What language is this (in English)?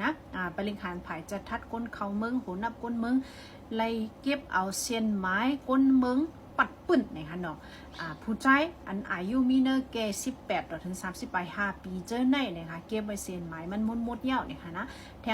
Shan